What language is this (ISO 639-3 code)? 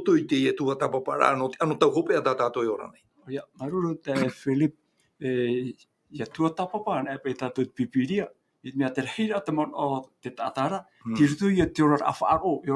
tah